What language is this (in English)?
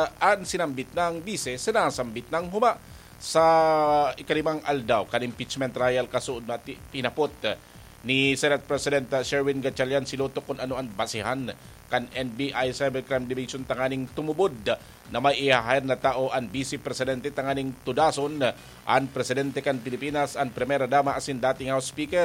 Bikol